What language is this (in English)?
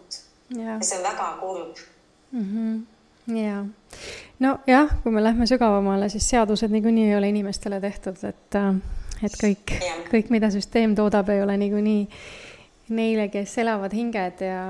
Estonian